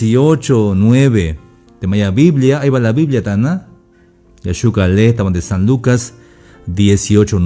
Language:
Tzeltal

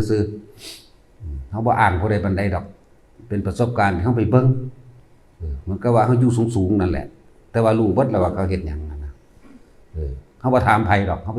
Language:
Lao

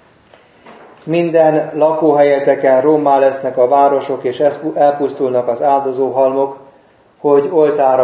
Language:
Hungarian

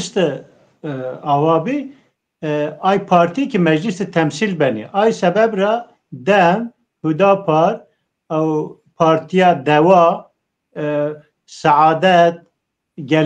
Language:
Zaza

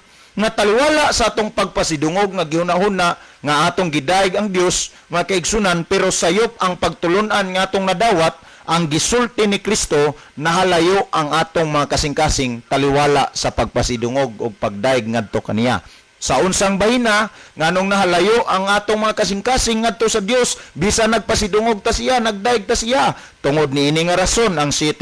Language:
Cebuano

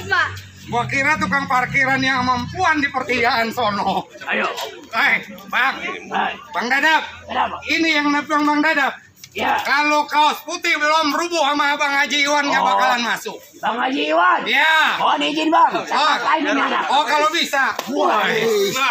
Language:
Betawi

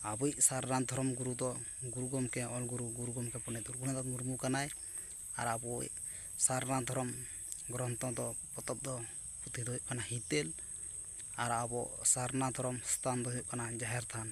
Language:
Santali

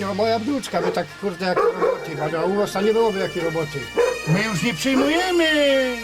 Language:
Silesian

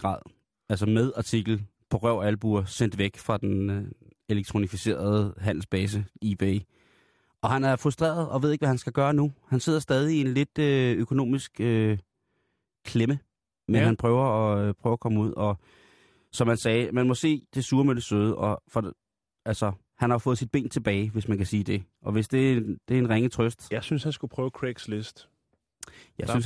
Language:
Danish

